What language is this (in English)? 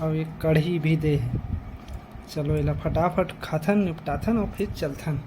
Chhattisgarhi